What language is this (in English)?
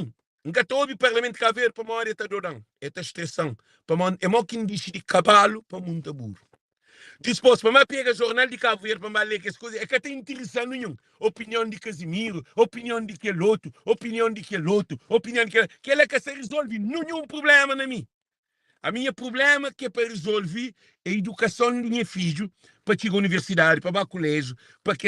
Kabuverdianu